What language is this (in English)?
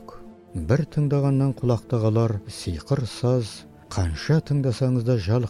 Kazakh